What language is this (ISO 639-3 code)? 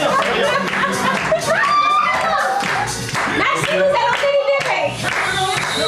fra